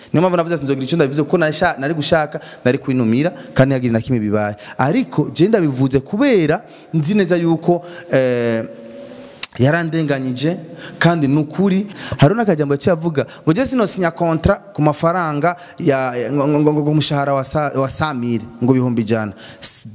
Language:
Rundi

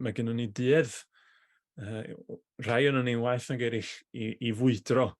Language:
Welsh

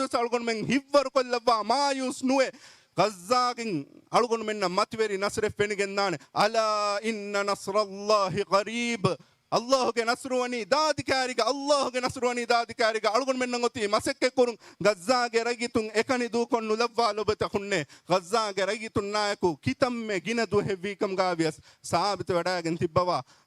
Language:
Divehi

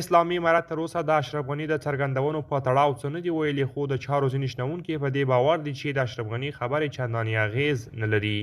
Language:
Pashto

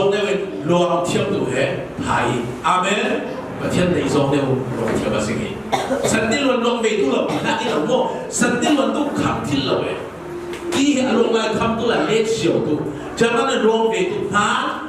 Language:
Falam Chin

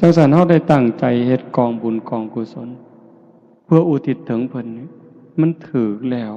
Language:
Lao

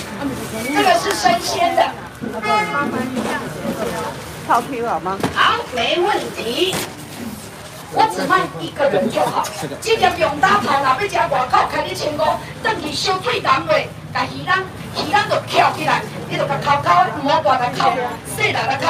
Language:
Min Nan Chinese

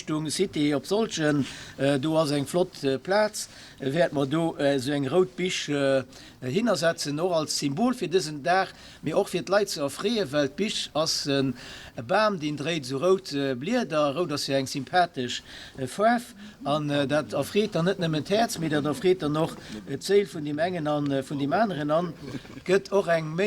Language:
Luxembourgish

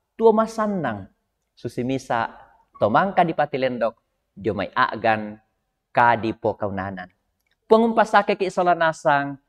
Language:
Toraja-Sa'dan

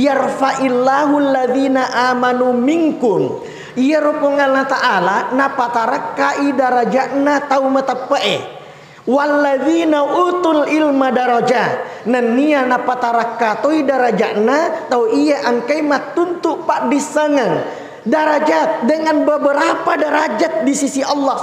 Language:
Buginese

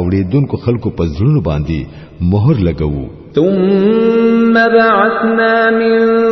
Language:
Pashto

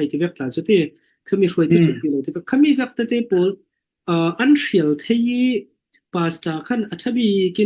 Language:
Falam Chin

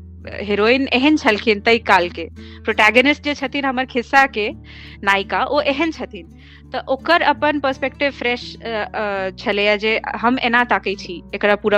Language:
Maithili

